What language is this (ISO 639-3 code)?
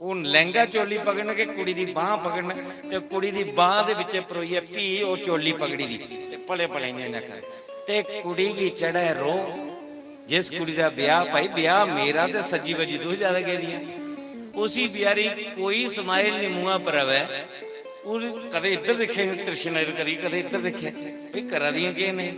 doi